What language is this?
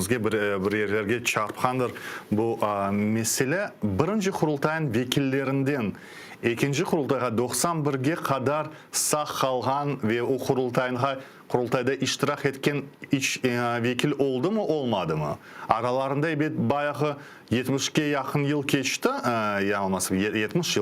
Crimean Tatar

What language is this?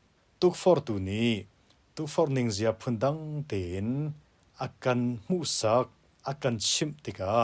Hakha Chin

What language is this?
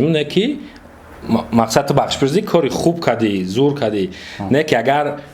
Tajik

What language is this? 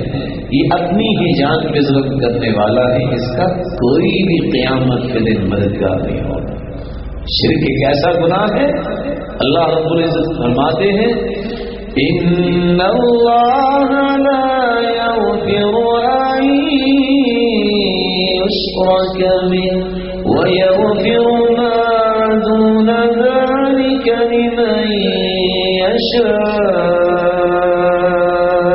Urdu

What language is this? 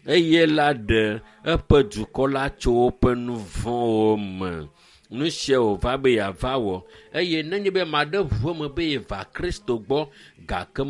Ewe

